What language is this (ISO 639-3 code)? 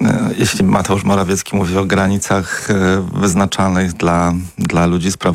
pol